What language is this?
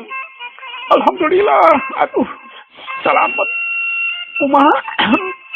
Sundanese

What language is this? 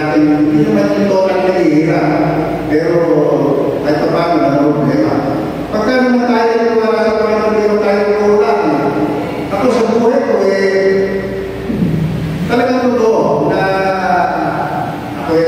Filipino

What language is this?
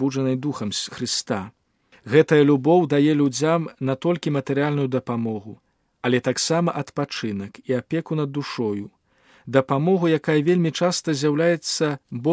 Belarusian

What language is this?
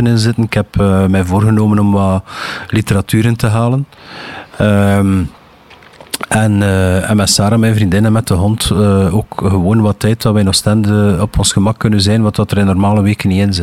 Dutch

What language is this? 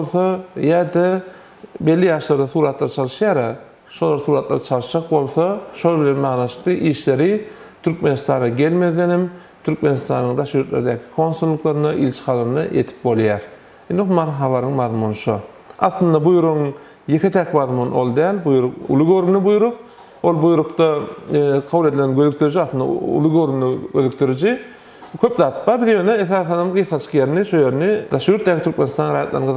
Turkmen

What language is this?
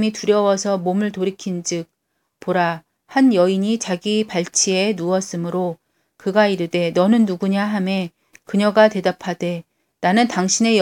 Korean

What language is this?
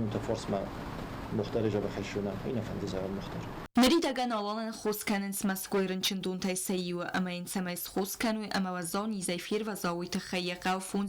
Ossetic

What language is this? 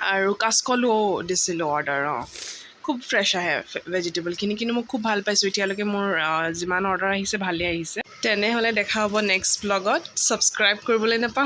Assamese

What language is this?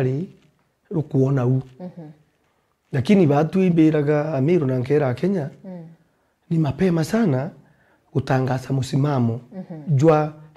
Meru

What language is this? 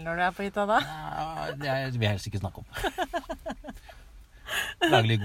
Norwegian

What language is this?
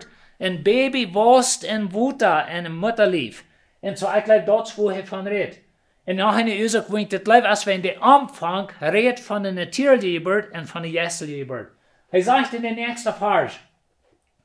Plautdietsch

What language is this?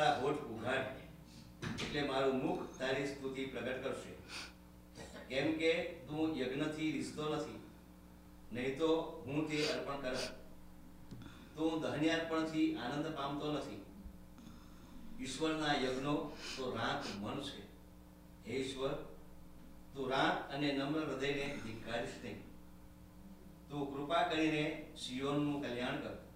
Gujarati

